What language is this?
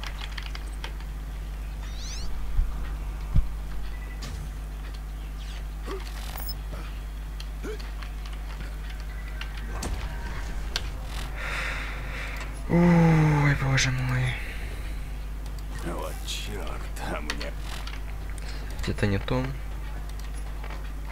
Russian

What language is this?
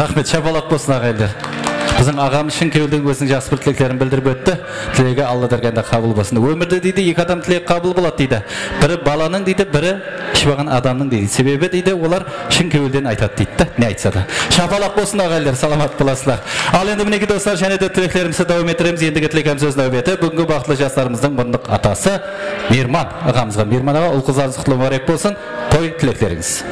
Kara-Kalpak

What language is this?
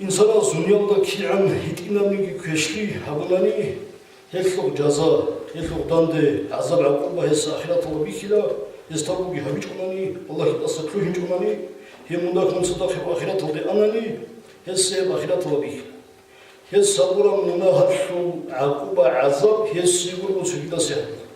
Avaric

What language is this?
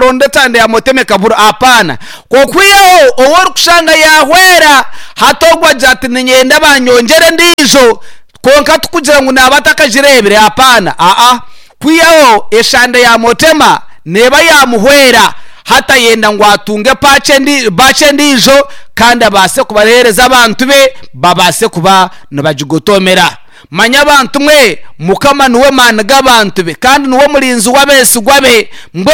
Nyankole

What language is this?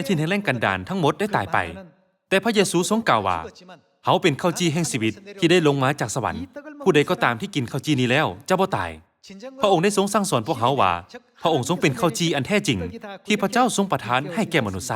Lao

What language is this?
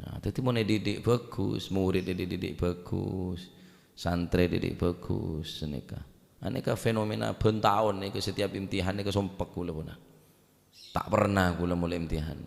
Madurese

